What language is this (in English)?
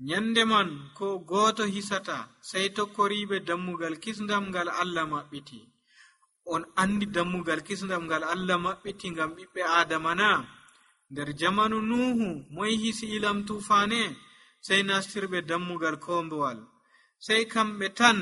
Nigerian Fulfulde